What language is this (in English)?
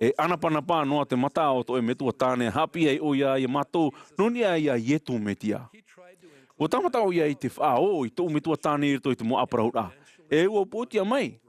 Tahitian